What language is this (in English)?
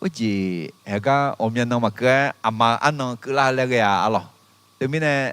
Akha